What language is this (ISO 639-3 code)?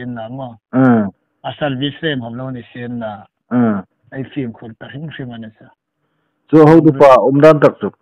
hmr